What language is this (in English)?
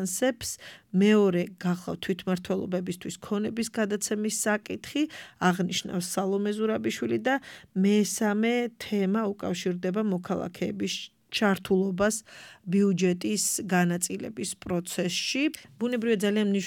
Georgian